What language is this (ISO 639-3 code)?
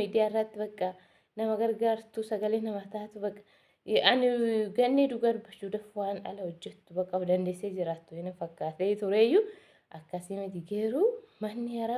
orm